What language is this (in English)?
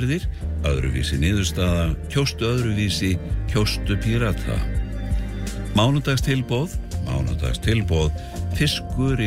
Icelandic